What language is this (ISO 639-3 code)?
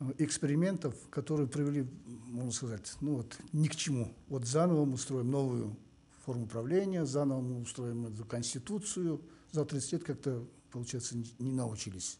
rus